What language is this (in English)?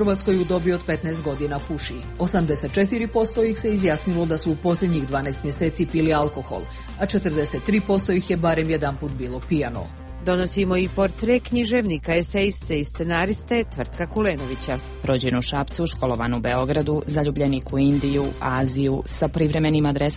Croatian